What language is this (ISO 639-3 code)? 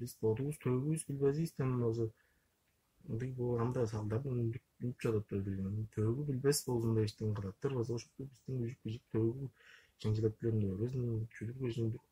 tyv